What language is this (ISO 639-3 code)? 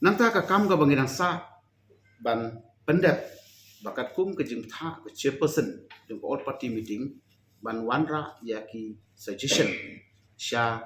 kha